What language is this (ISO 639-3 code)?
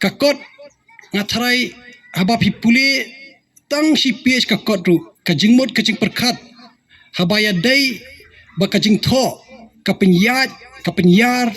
kha